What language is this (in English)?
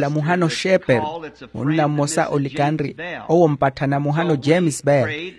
Makhuwa